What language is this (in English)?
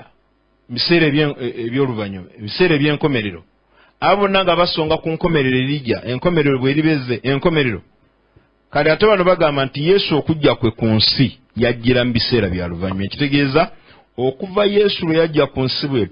Ganda